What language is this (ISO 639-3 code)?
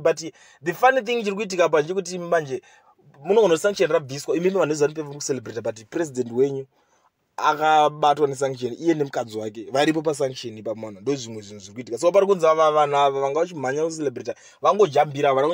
sna